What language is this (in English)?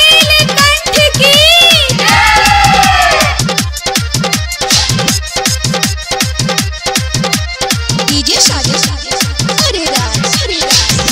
Bhojpuri